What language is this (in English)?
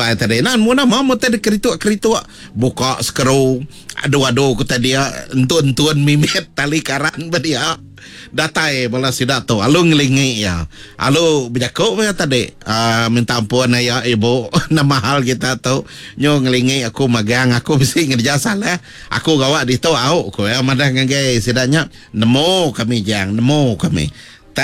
Iban